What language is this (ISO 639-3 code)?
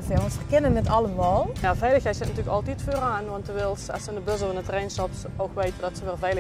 lim